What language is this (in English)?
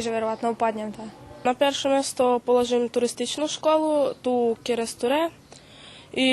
Rusyn